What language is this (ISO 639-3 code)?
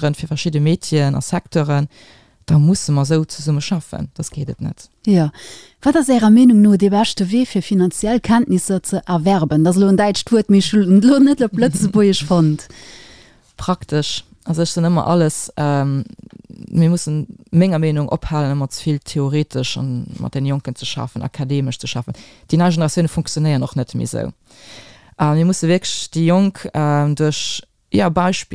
ltz